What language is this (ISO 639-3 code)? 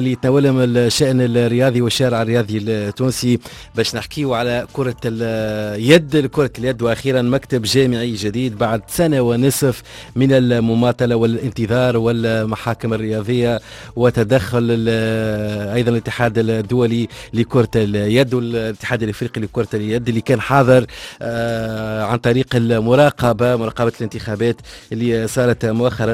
aeb